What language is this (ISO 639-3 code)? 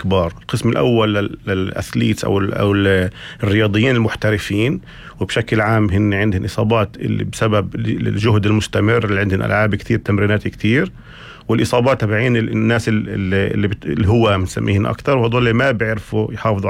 apc